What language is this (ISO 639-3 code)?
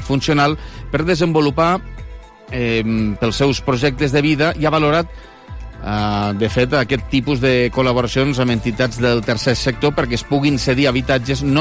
cat